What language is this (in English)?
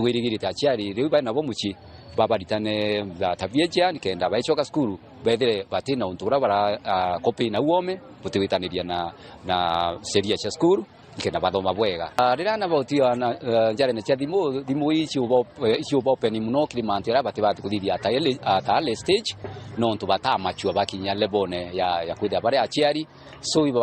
Meru